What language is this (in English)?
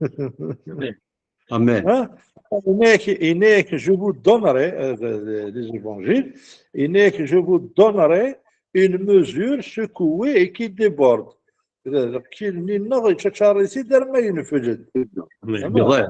Kabyle